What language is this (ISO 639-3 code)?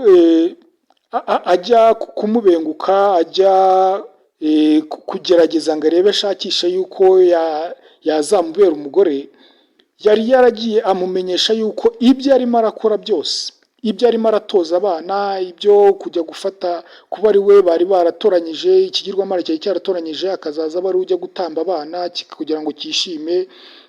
kin